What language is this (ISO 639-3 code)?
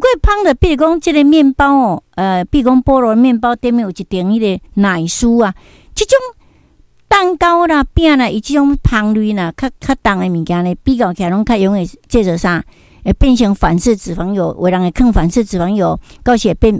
nan